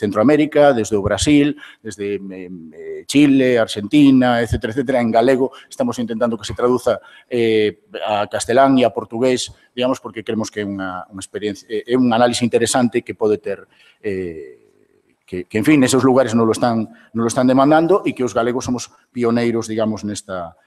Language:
Galician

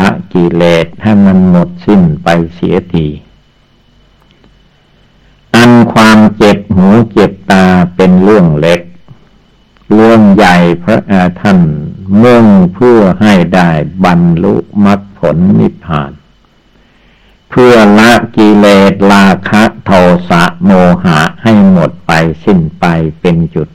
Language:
Thai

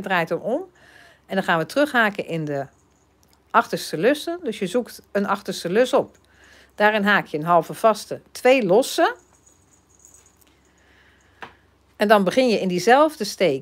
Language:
Dutch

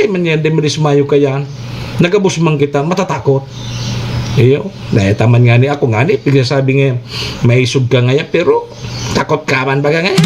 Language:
Bikol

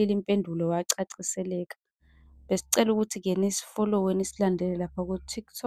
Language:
Zulu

